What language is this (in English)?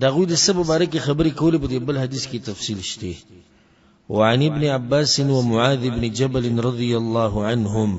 Pashto